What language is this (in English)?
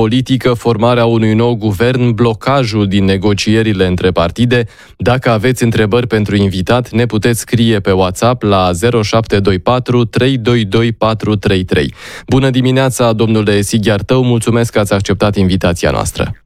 Romanian